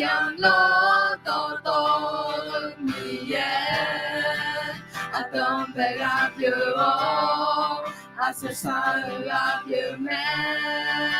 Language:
Akha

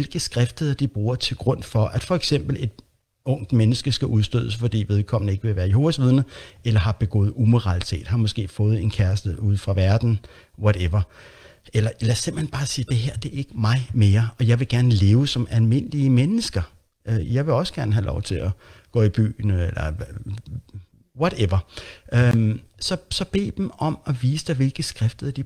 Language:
Danish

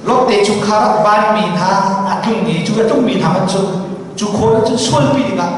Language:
Hakha Chin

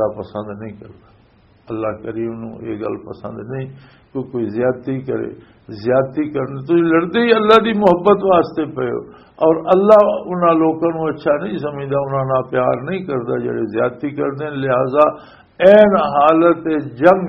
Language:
Western Panjabi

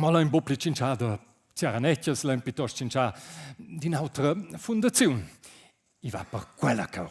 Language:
Romansh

